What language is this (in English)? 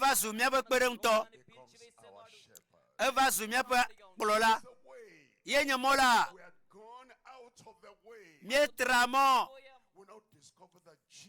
Ewe